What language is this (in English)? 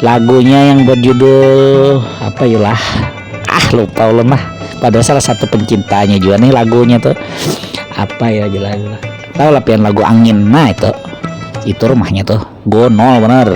Banjar